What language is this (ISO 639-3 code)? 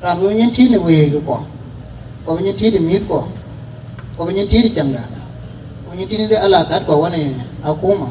din